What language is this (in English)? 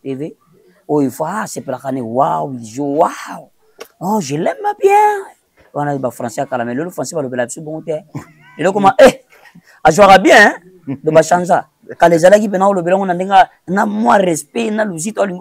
Lingala